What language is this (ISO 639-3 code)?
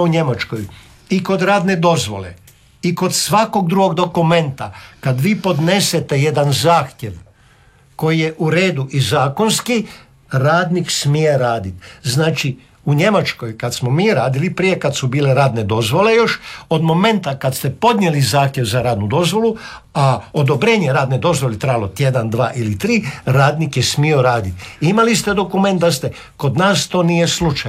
hrv